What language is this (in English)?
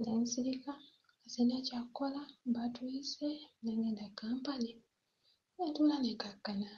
Ganda